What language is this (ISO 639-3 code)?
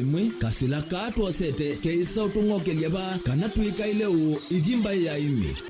kam